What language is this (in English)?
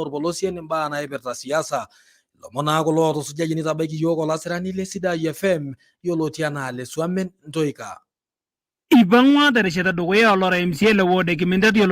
Masai